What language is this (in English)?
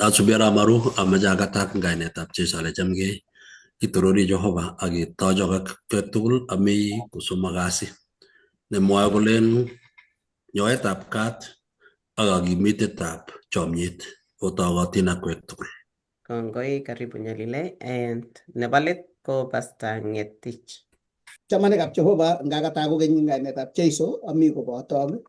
Kalenjin